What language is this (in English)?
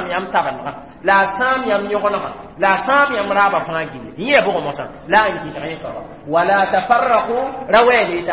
Mossi